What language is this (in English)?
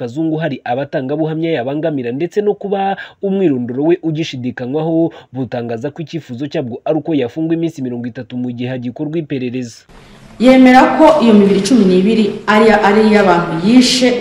Kinyarwanda